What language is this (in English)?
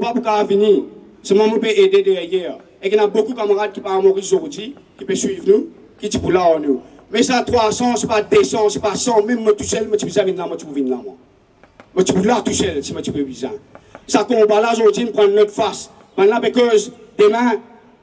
Morisyen